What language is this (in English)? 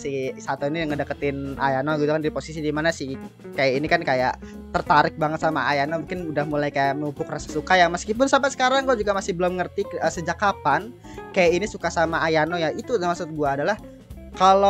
Indonesian